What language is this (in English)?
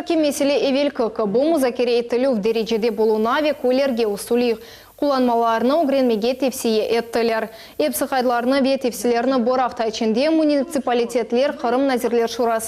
Crimean Tatar